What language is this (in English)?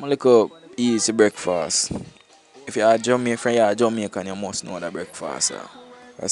Jamaican Creole English